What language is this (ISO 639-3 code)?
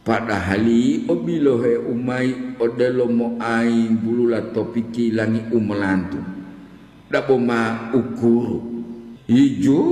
gor